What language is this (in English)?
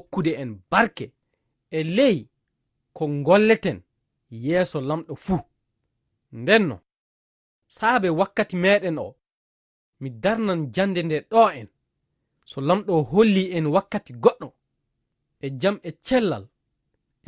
Fula